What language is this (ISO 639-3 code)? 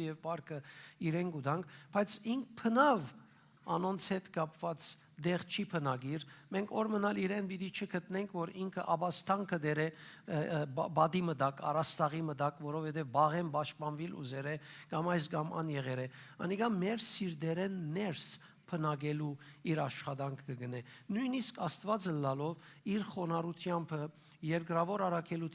hyw